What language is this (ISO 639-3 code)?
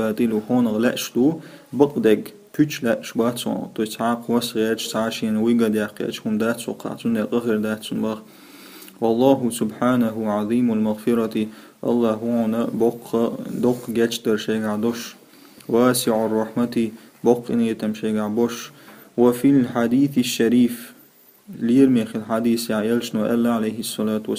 che